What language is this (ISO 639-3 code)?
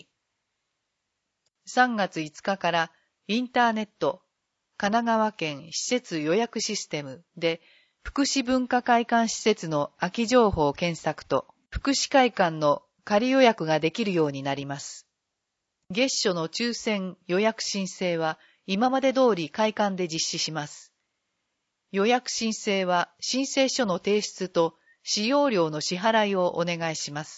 jpn